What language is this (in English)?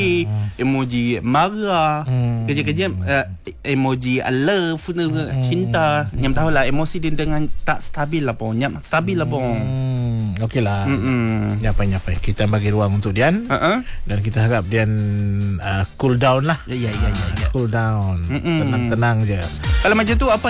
Malay